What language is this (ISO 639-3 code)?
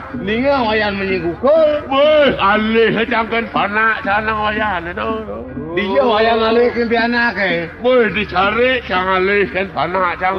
ban